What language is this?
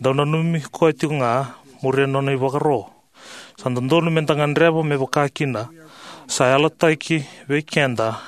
Fijian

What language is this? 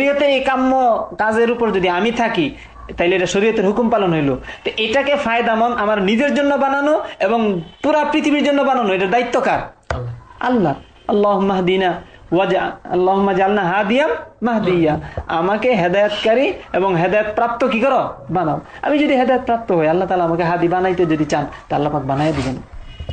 Bangla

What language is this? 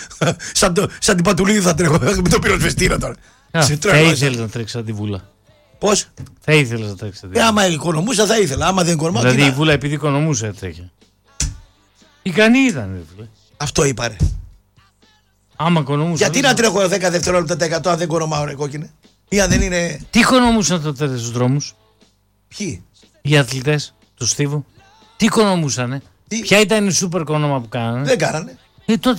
Greek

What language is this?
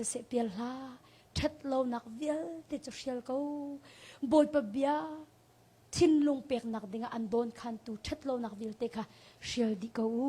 Hakha Chin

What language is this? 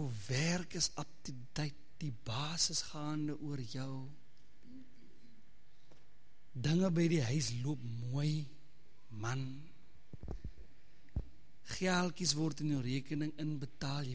Afrikaans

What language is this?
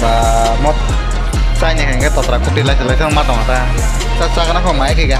Kok Borok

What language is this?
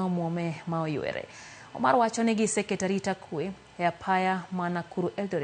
Luo (Kenya and Tanzania)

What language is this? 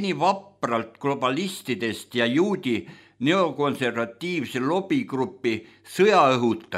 Estonian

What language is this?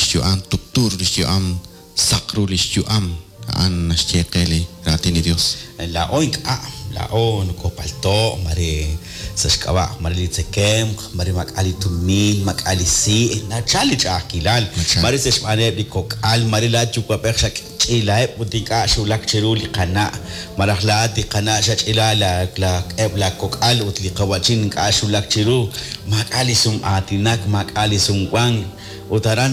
Kekchí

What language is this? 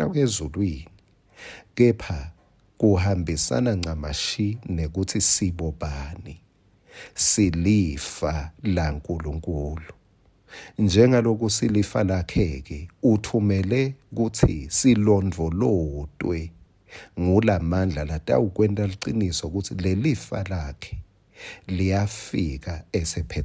Swati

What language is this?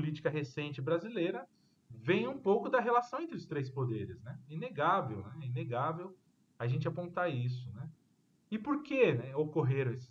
Portuguese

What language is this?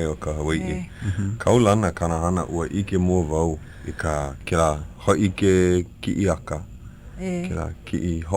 Hawaiian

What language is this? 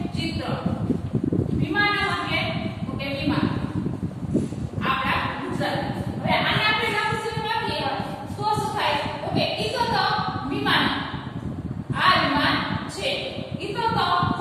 Gujarati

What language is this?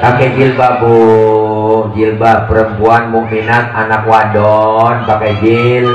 Betawi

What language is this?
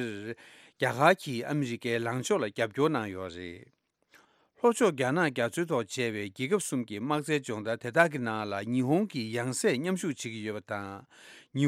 Tibetan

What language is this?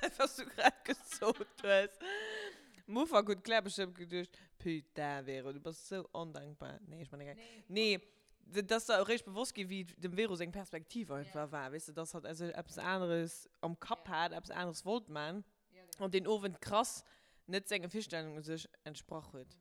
Luxembourgish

